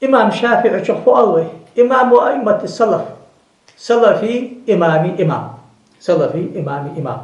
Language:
Ingush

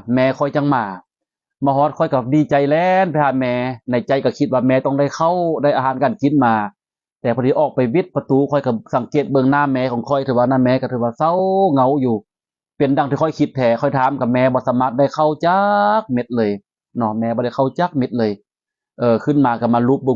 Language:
Lao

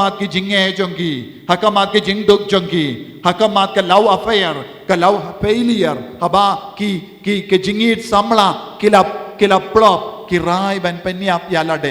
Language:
Khasi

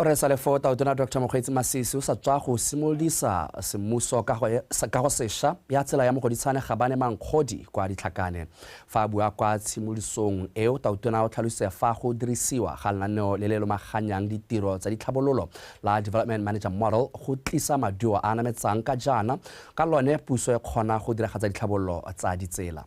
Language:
Tswana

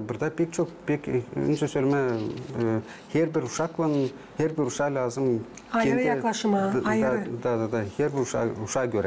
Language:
Gagauz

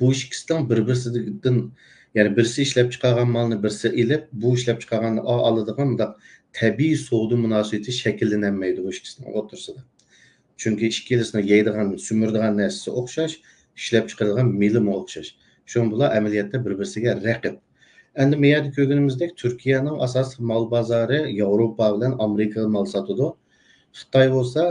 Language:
Uyghur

